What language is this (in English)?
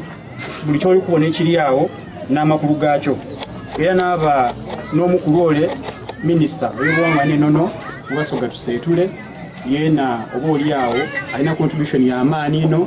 Soga